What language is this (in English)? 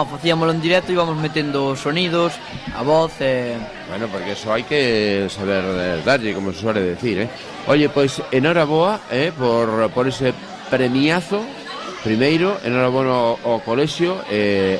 Galician